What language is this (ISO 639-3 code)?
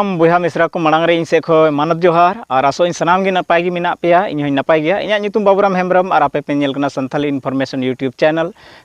sat